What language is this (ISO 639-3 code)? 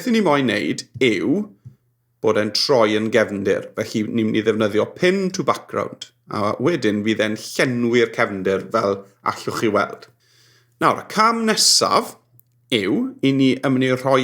cym